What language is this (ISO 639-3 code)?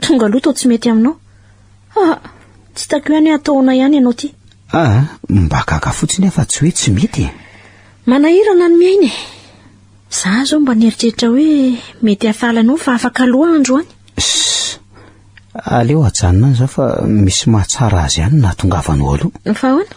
mlg